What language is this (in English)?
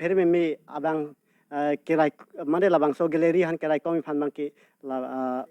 Karbi